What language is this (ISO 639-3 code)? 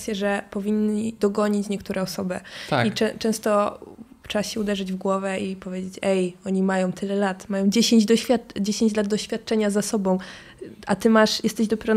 pol